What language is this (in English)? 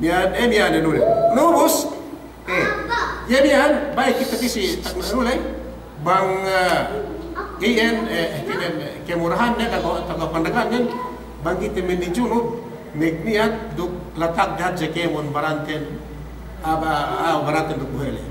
Yakan